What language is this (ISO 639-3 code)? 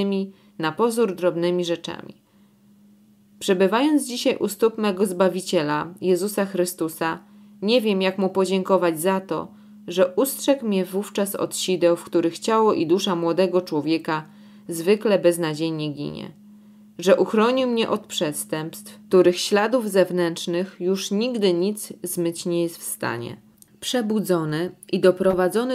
pol